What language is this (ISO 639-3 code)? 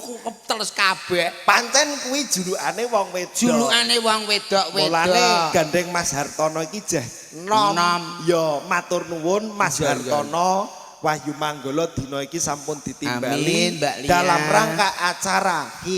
jav